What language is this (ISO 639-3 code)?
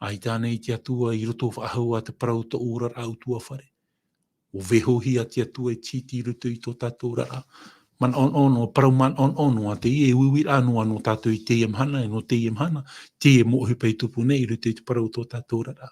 tah